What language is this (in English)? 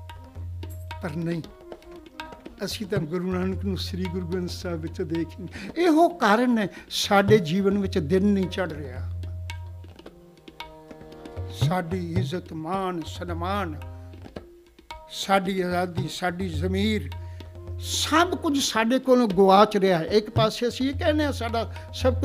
Punjabi